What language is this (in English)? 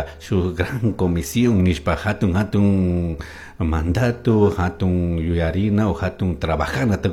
Chimborazo Highland Quichua